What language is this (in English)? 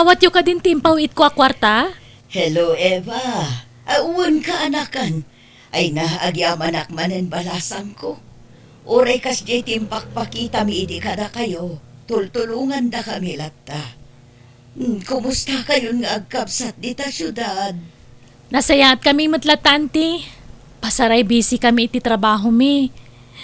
Iloko